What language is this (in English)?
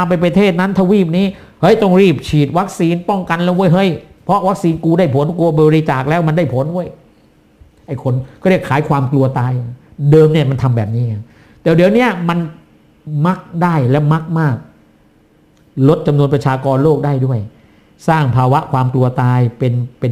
Thai